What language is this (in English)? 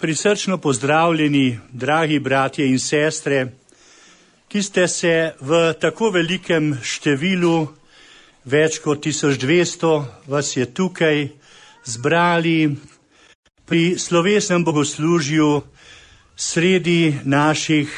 Slovenian